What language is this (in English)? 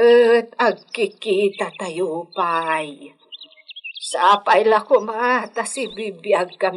Iloko